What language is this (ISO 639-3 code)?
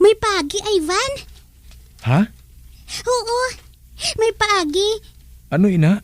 hil